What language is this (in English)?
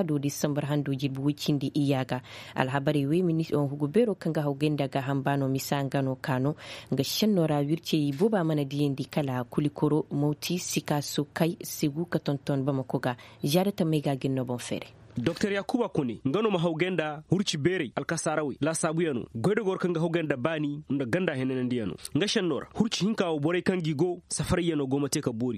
Koyraboro Senni